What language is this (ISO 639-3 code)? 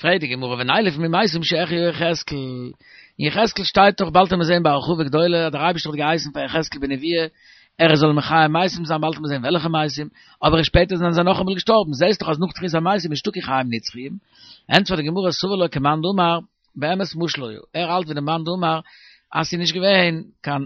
yid